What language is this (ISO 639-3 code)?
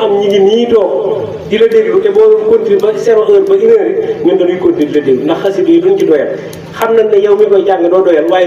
wol